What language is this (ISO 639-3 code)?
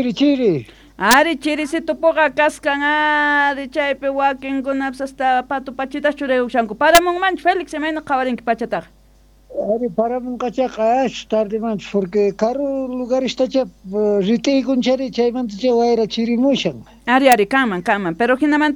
quh